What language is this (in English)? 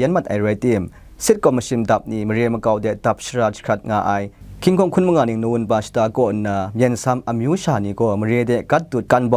Kachin